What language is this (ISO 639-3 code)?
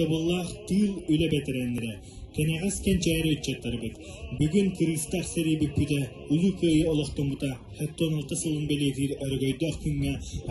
sah